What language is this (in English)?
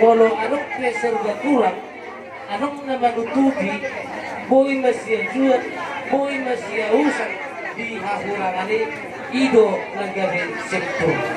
Batak Toba